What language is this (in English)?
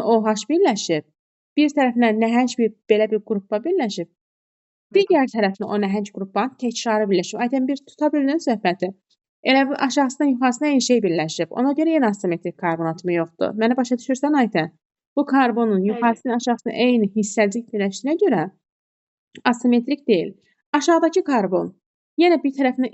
Azerbaijani